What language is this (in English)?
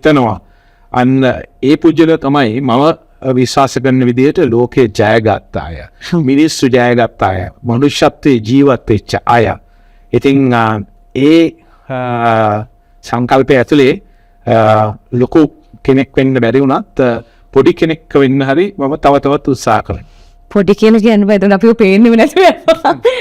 Sinhala